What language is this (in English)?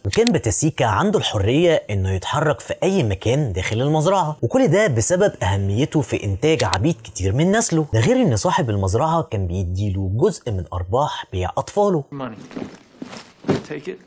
Egyptian Arabic